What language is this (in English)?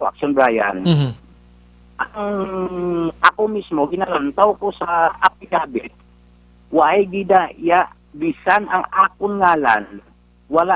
Hiligaynon